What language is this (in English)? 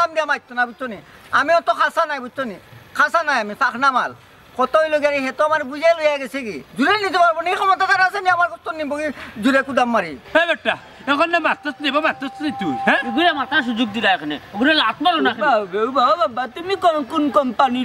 Sylheti